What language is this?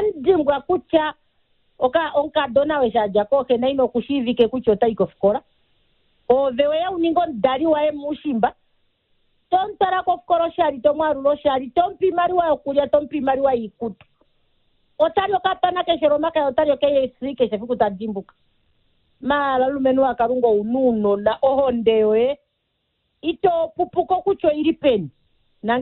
Kuanyama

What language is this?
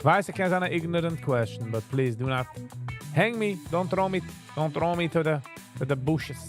Yiddish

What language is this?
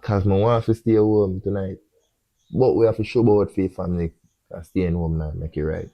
Jamaican Creole English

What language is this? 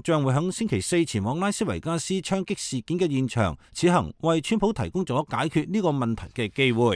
Cantonese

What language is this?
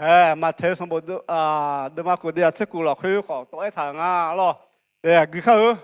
Akha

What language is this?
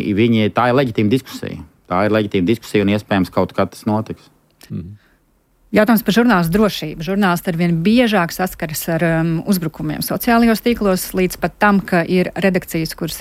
Latvian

